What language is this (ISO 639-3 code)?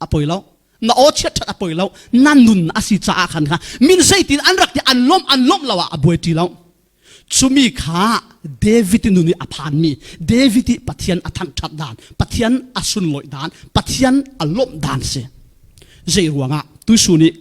cfm